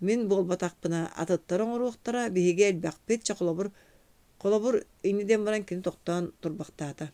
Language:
Yakut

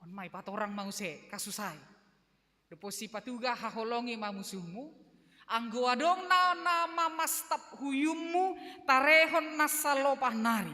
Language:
Batak Simalungun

